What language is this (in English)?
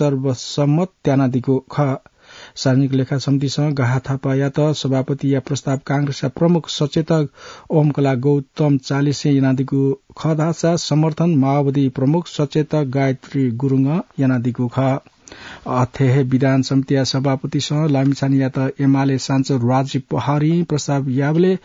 Newari